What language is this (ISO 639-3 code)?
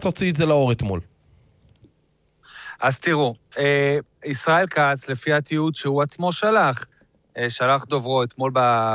heb